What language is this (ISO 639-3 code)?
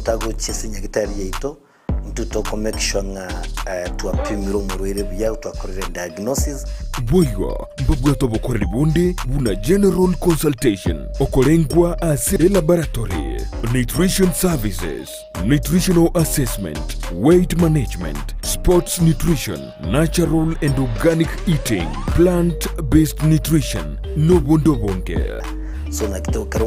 guz